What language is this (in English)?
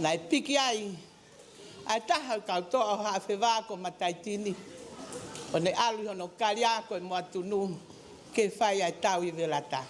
Tongan